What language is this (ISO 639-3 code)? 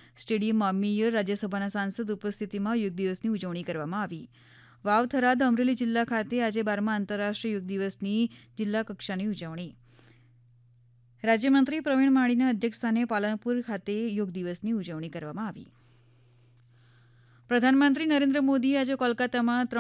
guj